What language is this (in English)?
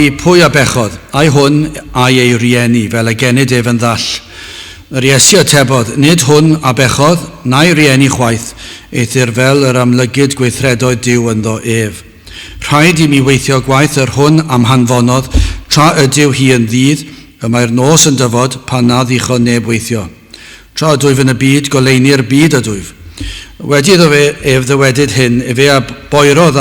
Welsh